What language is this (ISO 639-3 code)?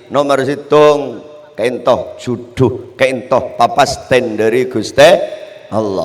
mad